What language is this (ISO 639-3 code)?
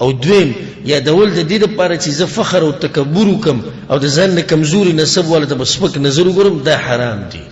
pus